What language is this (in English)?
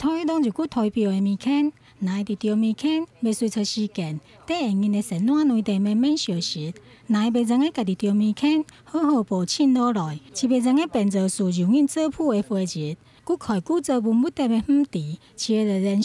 Hakka Chinese